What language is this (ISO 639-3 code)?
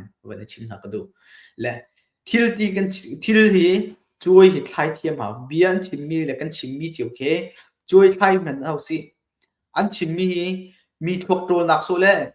cnh